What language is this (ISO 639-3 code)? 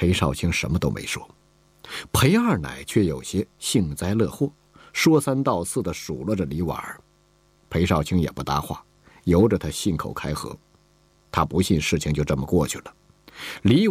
zho